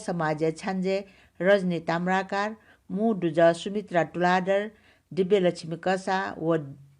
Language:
Newari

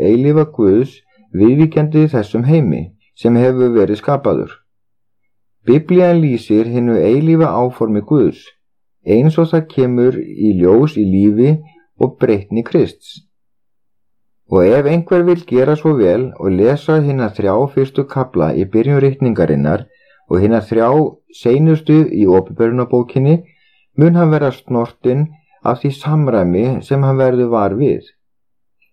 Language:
Icelandic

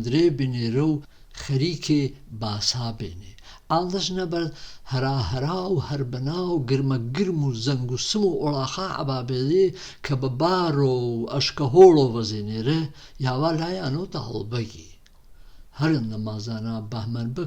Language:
Gurani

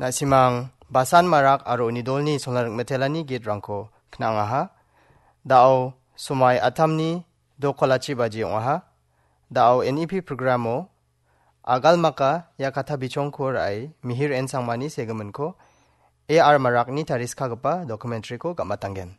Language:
Garo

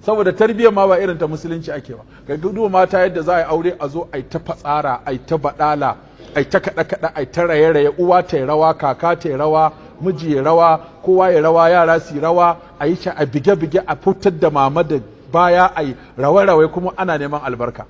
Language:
Hausa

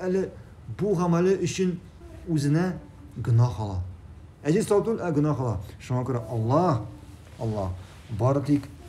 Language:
Tatar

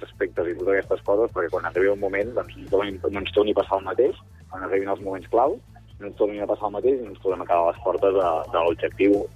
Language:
Catalan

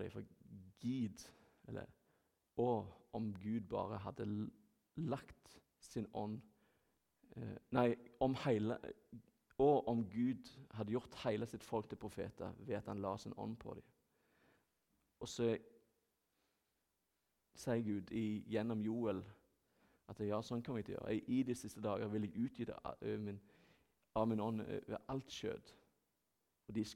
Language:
Norwegian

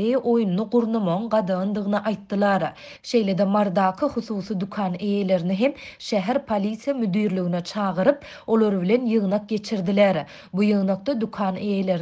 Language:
Turkmen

